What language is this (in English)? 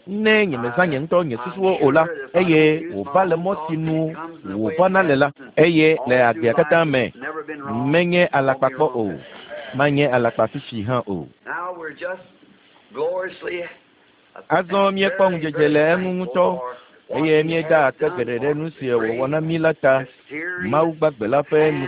Ewe